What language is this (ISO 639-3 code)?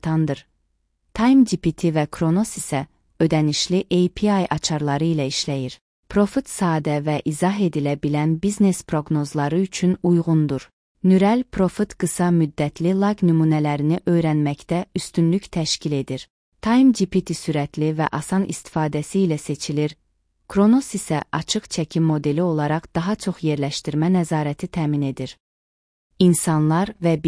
aze